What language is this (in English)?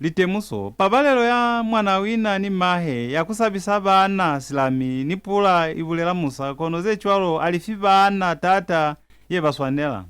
Lozi